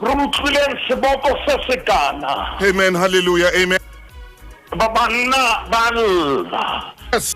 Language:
Southern Sotho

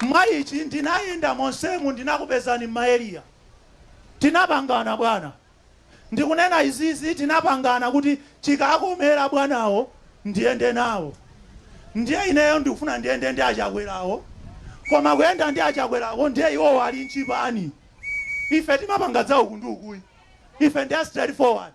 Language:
Nyanja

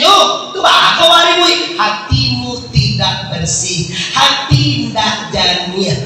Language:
Minangkabau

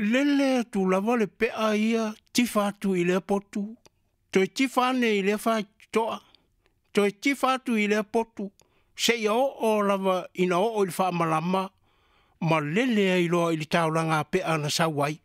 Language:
Samoan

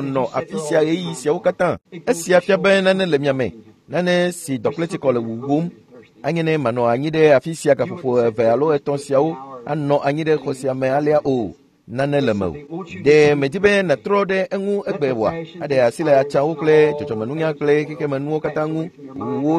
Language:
Ewe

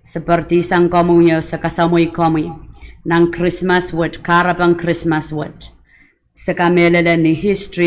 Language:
Pohnpeian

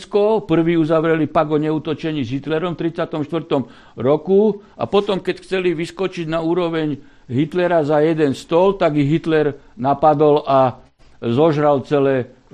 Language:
Slovak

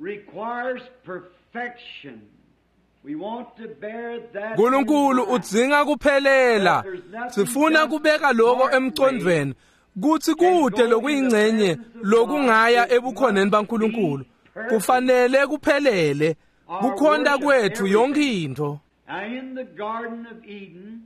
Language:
Swati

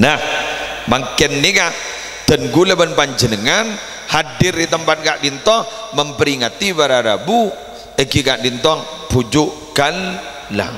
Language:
Madurese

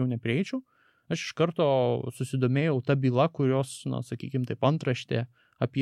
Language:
Lithuanian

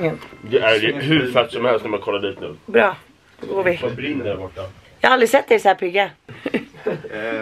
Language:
Swedish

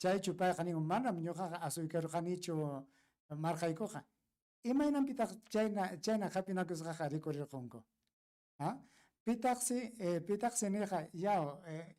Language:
Ayacucho Quechua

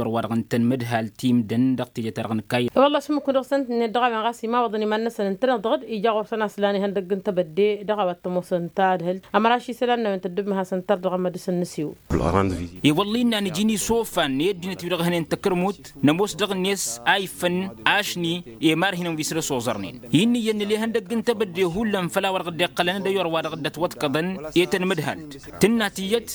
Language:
Tamasheq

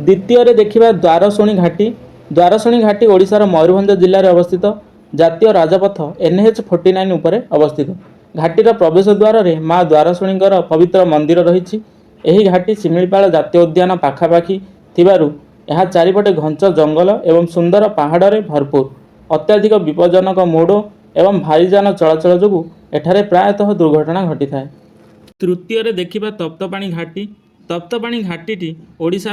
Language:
Odia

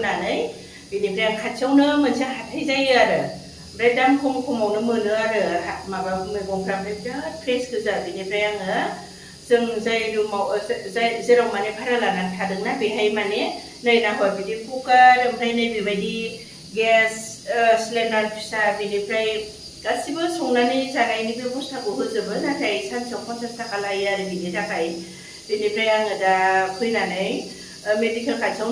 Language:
Bodo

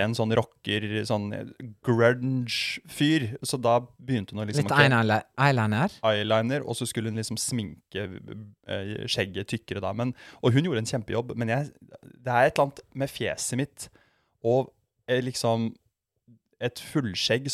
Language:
Norwegian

